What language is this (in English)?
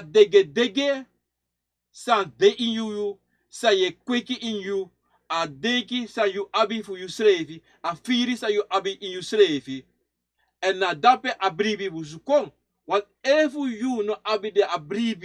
Sranan Tongo